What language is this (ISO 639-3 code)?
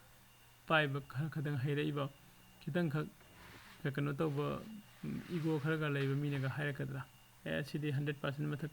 mni